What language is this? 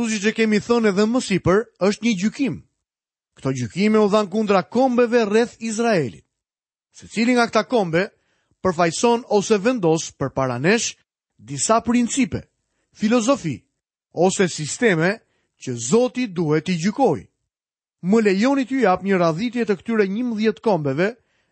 Albanian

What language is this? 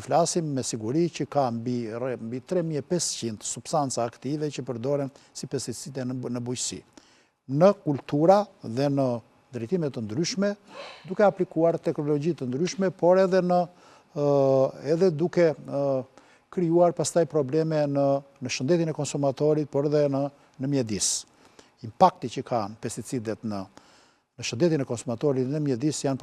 Albanian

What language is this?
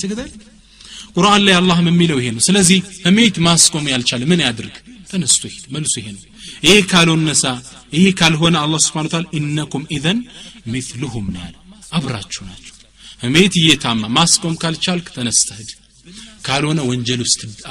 Amharic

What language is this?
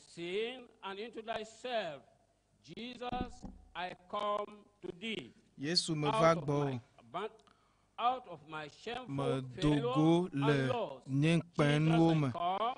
Ewe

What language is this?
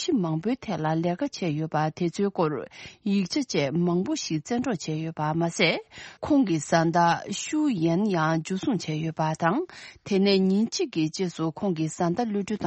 Tibetan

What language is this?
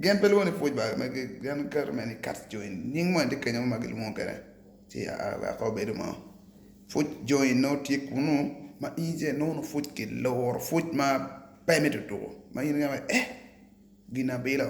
Acoli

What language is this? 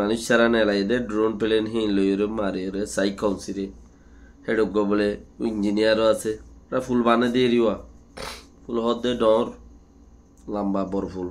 Rohingya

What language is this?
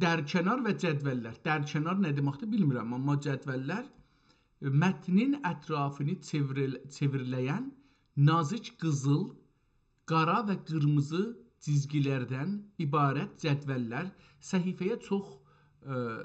South Azerbaijani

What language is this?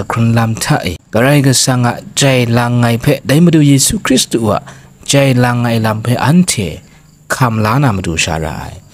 Kachin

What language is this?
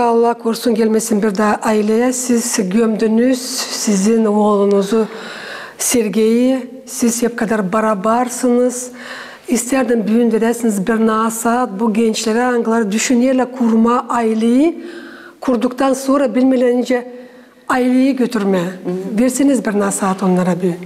Gagauz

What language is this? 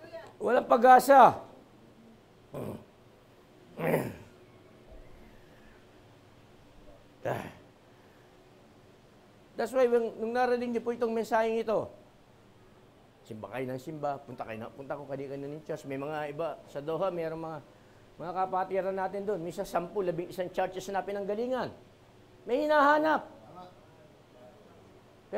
Filipino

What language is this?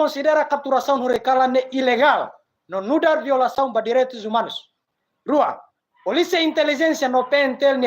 Tetum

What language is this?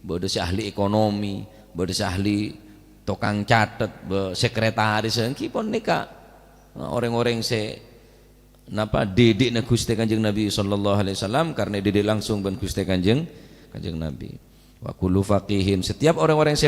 Madurese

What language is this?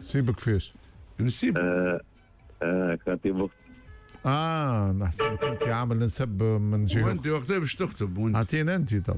Tunisian Arabic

